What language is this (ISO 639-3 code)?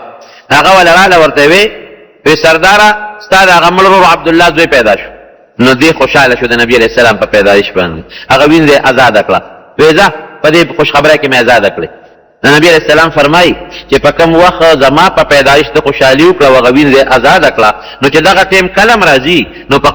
pus